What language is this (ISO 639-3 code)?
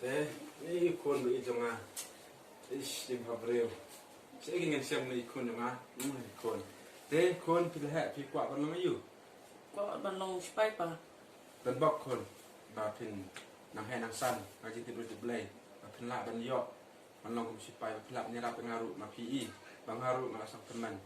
kha